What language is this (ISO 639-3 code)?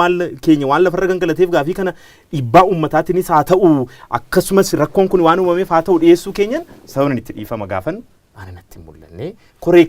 orm